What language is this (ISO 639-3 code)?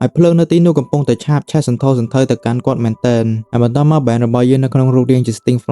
khm